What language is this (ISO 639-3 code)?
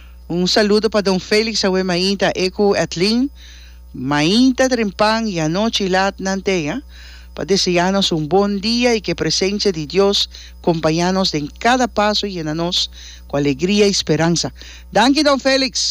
pap